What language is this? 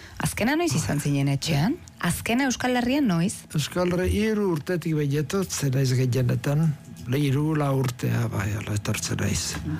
Basque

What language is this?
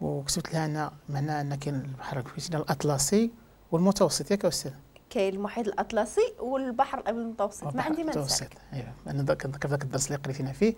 Moroccan Arabic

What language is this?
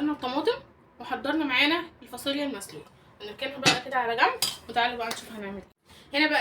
Egyptian Arabic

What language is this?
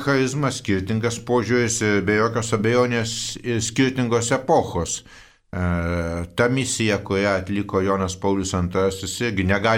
Lithuanian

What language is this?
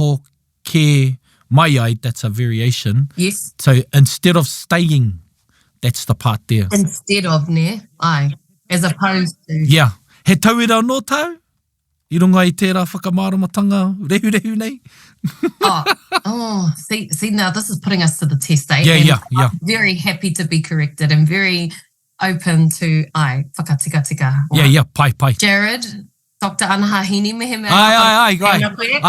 Māori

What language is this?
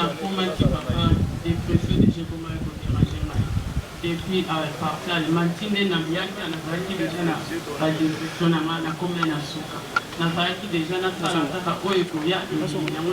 Lingala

